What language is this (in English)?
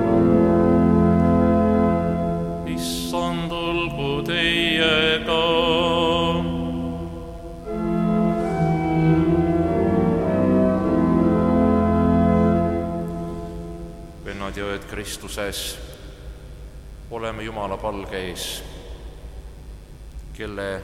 Estonian